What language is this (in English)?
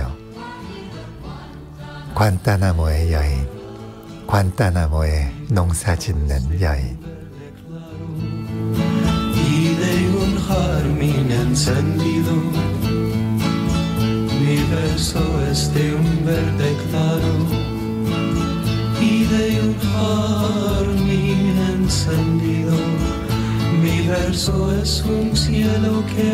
Korean